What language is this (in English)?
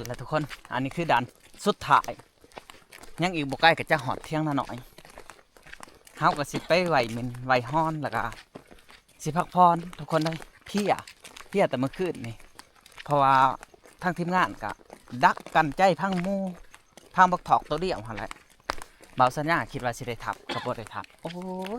Lao